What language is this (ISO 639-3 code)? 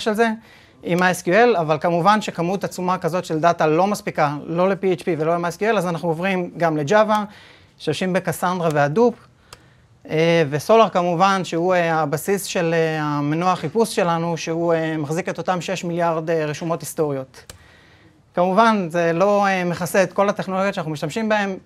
heb